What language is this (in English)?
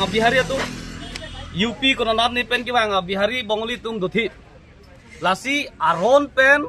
Karbi